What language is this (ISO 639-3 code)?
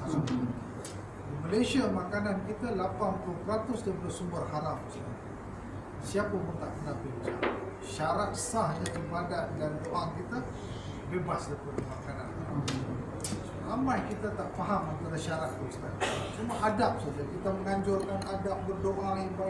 msa